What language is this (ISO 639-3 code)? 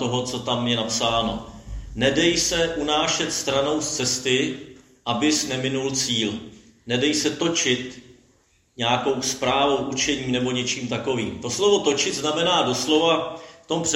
ces